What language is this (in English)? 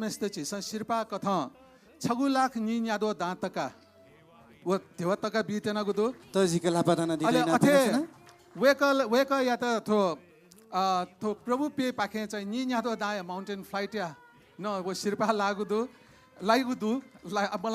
Newari